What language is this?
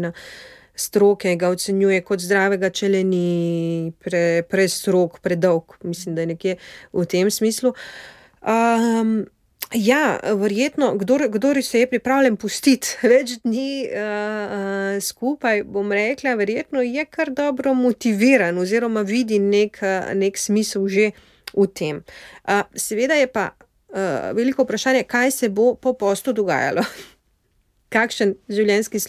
Slovenian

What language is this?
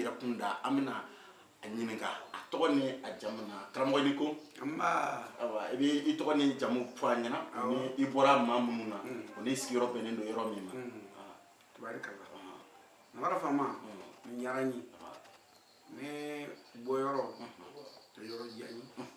Bambara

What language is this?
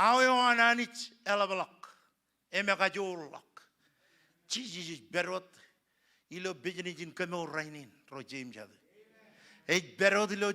Marshallese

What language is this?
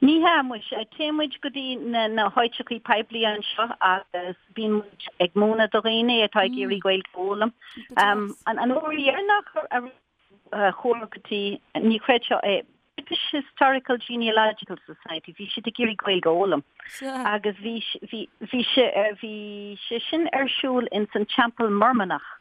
Irish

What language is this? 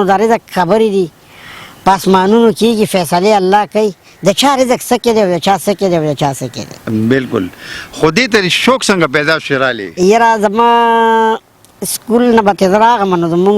Pashto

